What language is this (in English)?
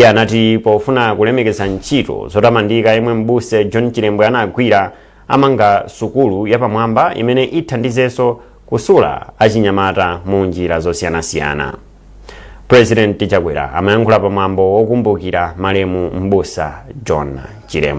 Nyanja